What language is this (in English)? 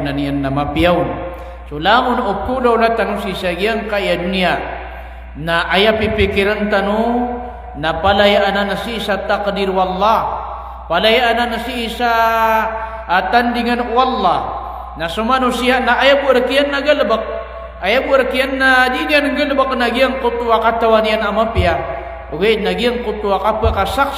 Maranao